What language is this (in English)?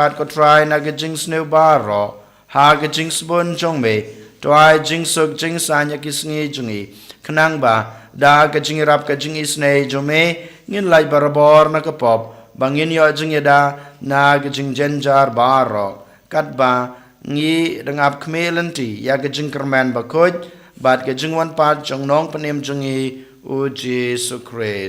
Khasi